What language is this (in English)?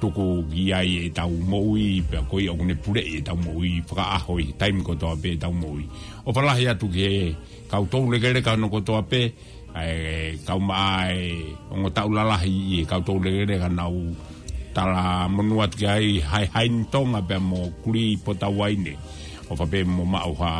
Tongan